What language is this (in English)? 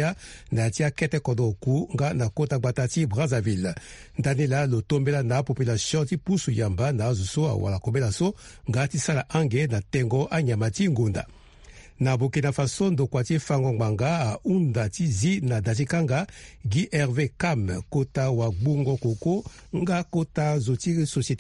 Sango